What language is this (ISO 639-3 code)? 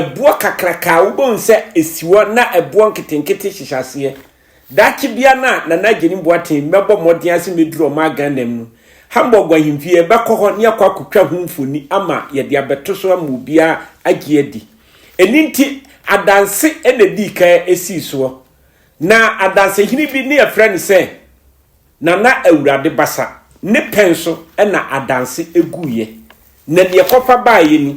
aka